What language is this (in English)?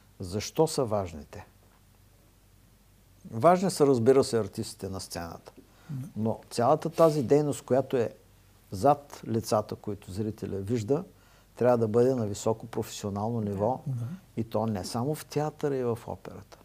Bulgarian